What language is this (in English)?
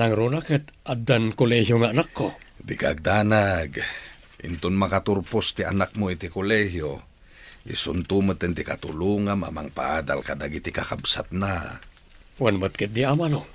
Iloko